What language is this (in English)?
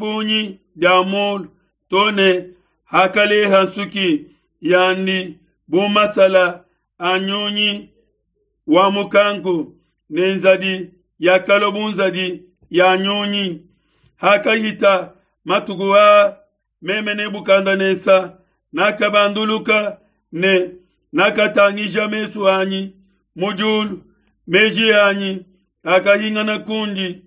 Luba-Lulua